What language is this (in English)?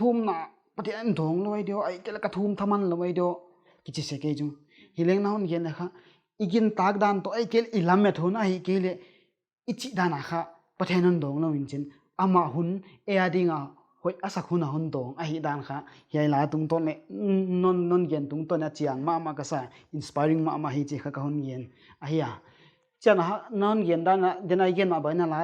Paite Chin